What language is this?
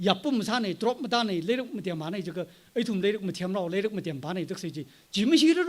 Tangkhul Naga (India)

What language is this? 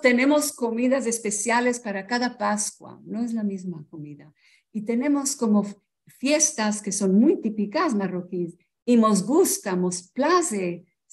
Ladino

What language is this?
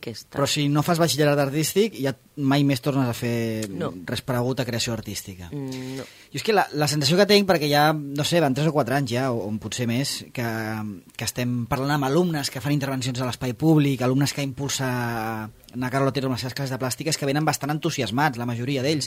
Catalan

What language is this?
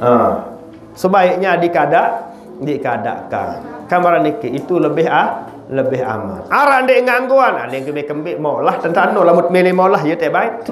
Sasak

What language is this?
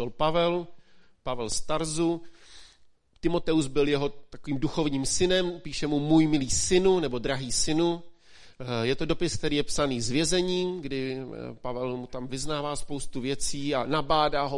Czech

